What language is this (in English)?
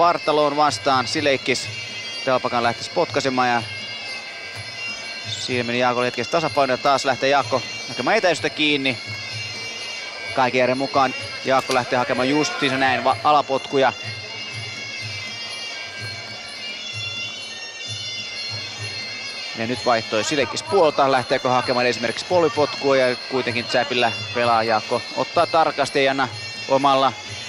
Finnish